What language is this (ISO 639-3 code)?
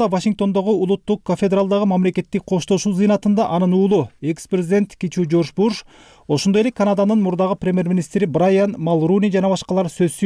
kir